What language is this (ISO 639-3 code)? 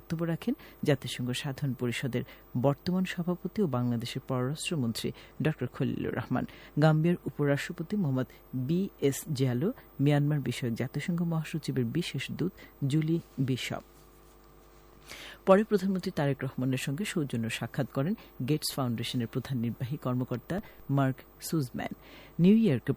ben